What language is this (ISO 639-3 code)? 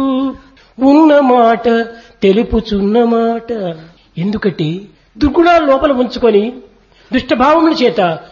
tel